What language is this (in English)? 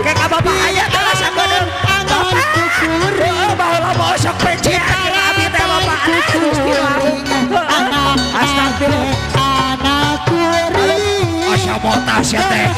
Sundanese